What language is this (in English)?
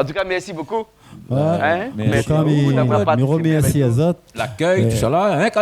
Réunion Creole French